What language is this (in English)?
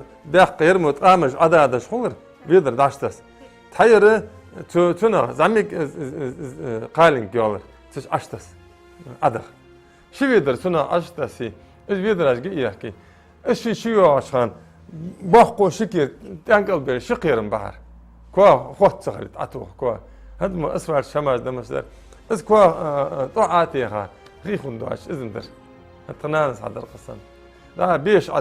Ingush